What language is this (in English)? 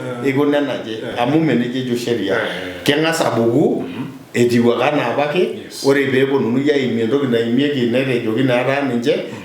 Masai